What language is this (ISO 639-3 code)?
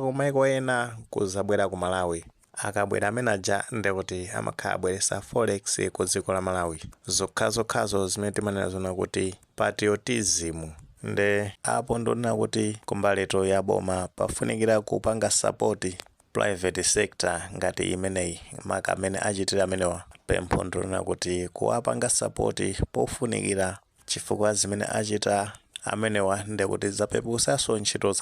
nya